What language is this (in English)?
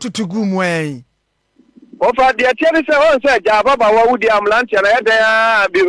Akan